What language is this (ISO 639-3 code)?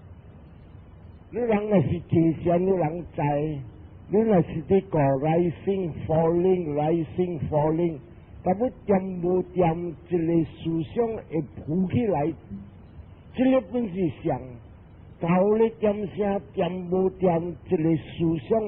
nan